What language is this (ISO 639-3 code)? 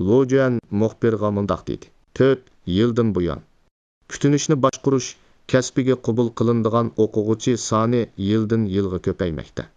uig